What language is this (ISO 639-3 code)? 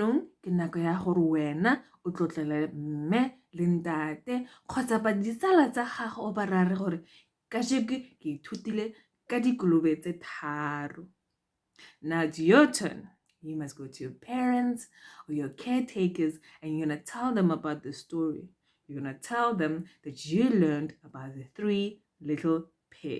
tsn